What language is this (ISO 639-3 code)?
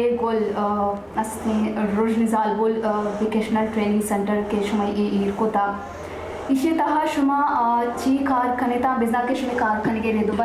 bal